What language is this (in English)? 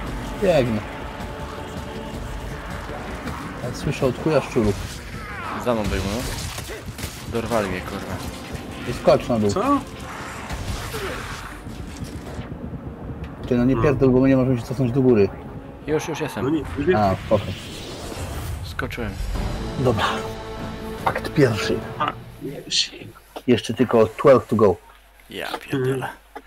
Polish